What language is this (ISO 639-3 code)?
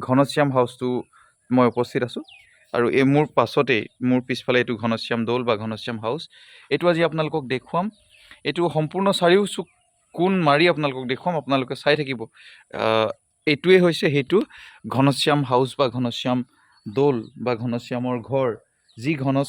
asm